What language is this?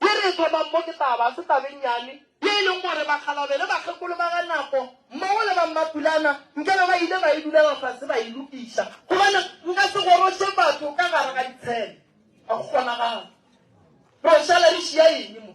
Northern Sotho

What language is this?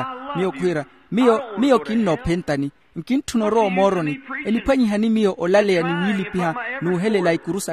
Makhuwa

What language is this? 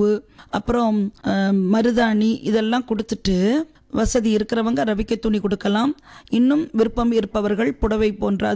Tamil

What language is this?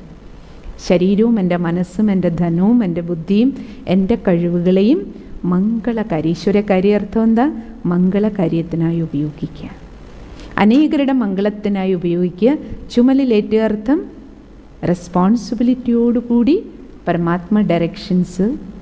Malayalam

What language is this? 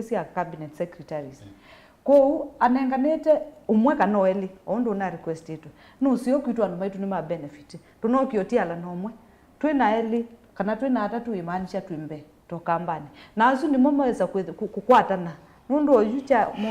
Kamba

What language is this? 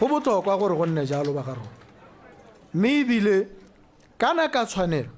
Tswana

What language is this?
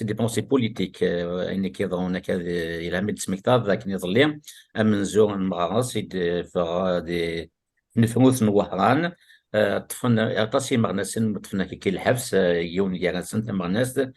Kabyle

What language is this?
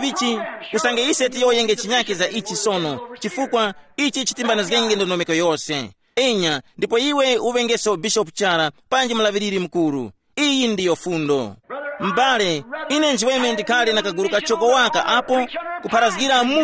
Tumbuka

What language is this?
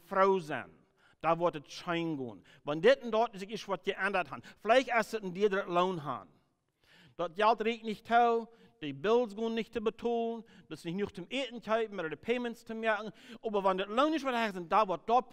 Plautdietsch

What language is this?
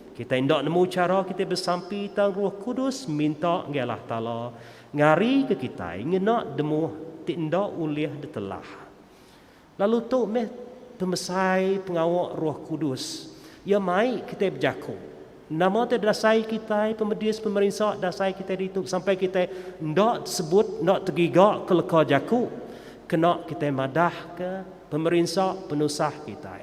Iban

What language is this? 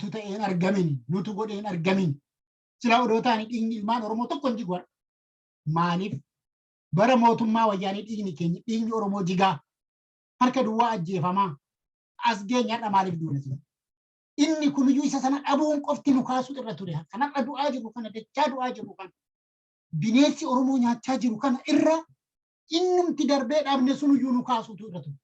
Oromo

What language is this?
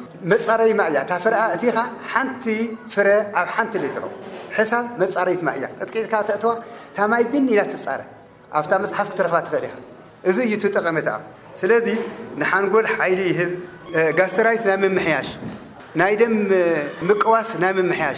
Tigrinya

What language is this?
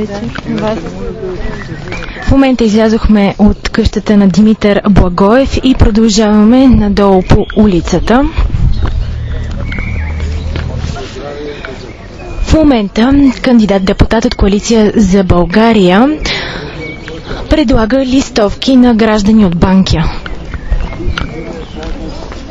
Bulgarian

